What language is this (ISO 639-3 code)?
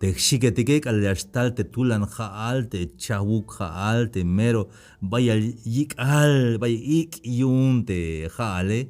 tzh